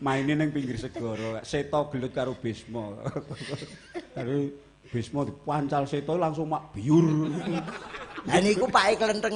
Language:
Javanese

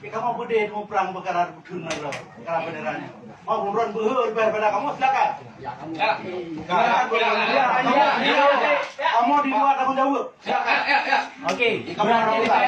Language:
Achinese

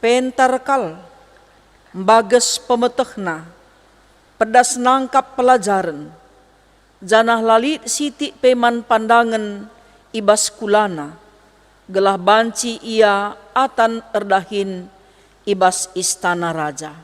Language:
Batak Karo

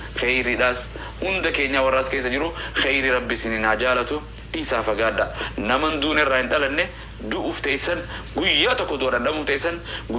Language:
Oromo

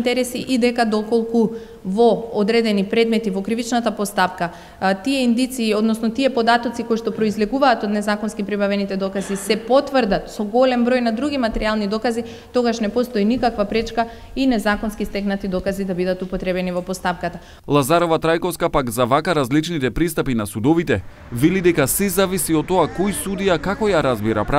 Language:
Macedonian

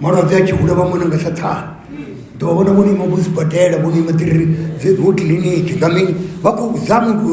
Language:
Venda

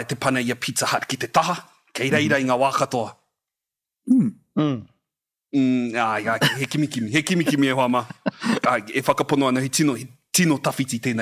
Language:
Māori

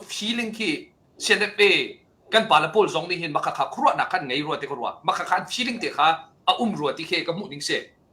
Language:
Hakha Chin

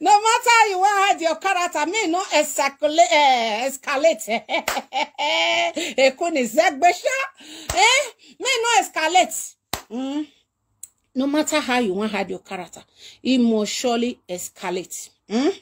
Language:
Nigerian Pidgin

